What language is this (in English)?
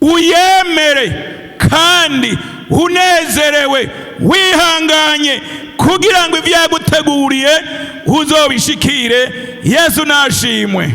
Rundi